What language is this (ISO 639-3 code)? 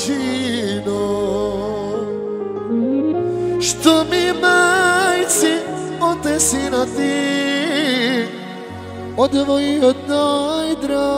hrv